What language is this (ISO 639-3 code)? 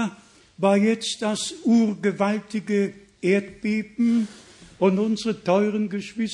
deu